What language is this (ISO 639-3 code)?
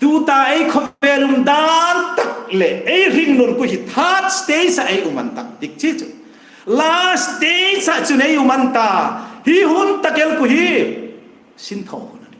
hmr